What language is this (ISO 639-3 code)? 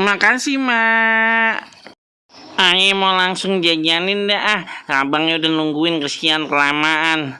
bew